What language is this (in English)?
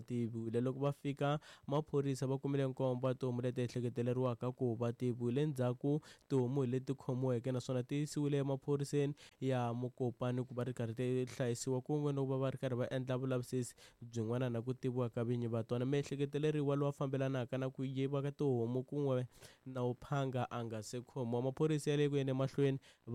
Tsonga